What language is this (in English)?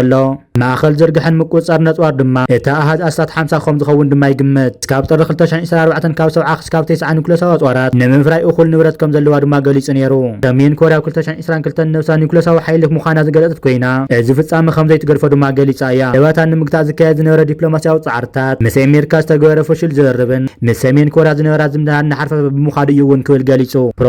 Tigrinya